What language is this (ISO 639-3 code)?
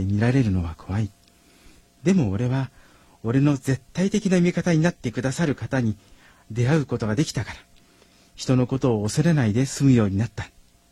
jpn